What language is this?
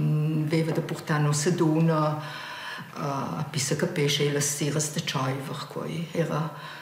Romansh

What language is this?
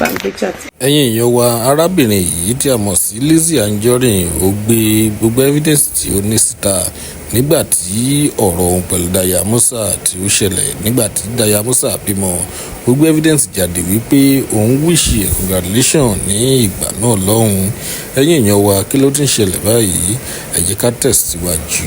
Yoruba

